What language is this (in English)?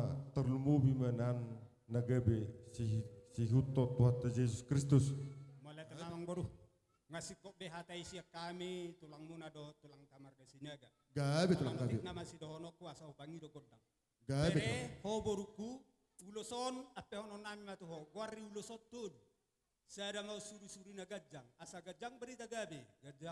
Batak Toba